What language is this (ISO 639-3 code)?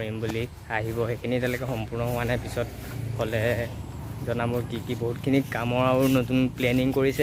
asm